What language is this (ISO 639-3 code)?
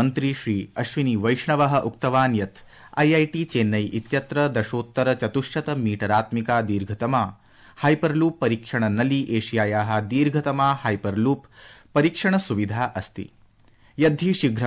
san